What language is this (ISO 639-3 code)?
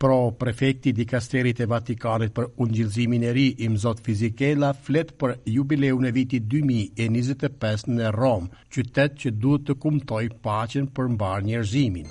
sqi